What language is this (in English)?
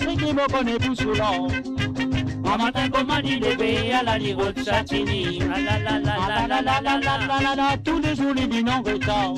Morisyen